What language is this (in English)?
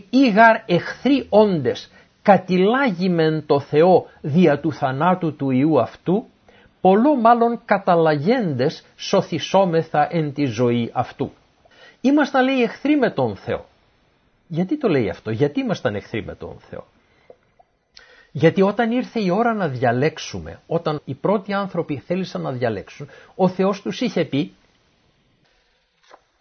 Greek